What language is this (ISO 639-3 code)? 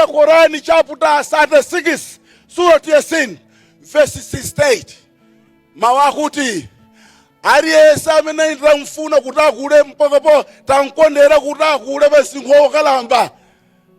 nya